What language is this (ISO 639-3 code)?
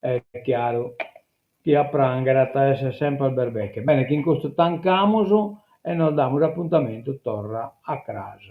srd